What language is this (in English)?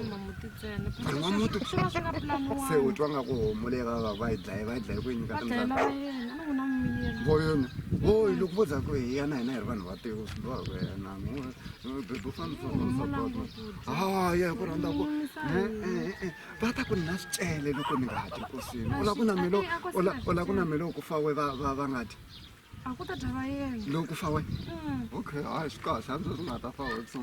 Tsonga